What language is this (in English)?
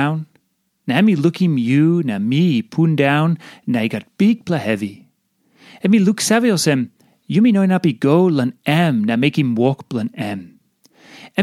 Tok Pisin